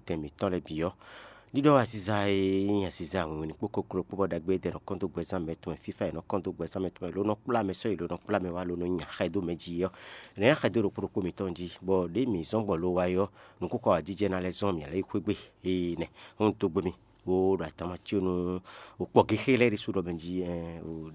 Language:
Fon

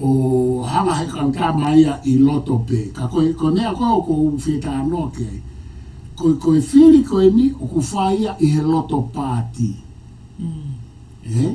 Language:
Tongan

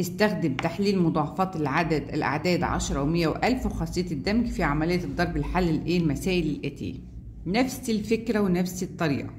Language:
Egyptian Arabic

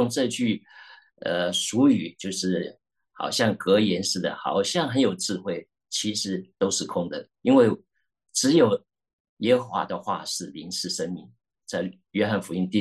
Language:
Chinese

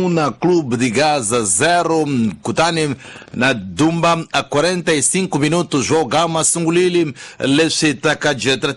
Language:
Tsonga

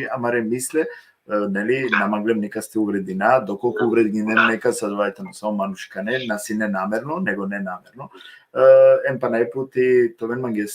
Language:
Balkan Romani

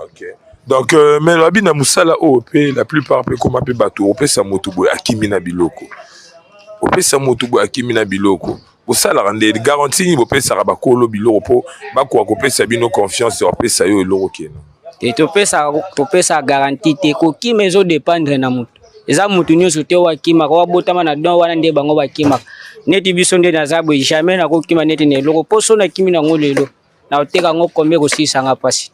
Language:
Lingala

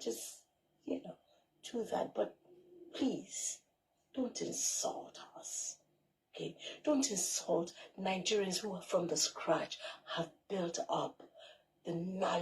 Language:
Nigerian Pidgin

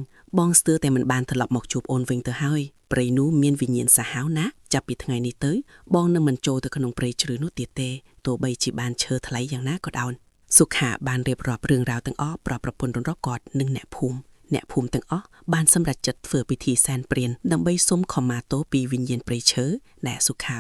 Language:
Khmer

